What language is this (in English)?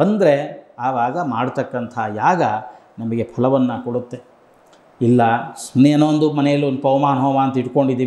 Kannada